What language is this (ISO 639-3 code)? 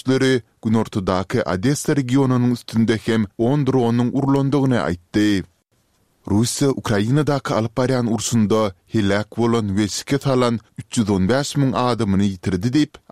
tuk